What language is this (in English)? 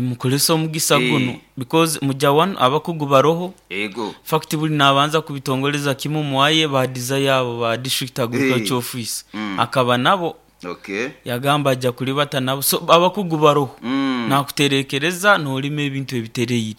Nyoro